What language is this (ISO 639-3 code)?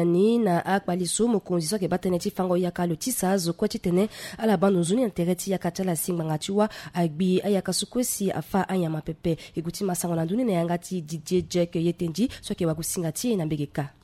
sag